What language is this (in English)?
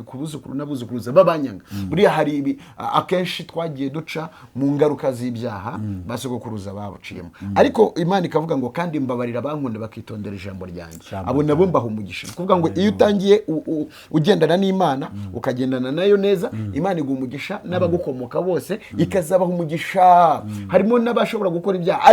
Kinyarwanda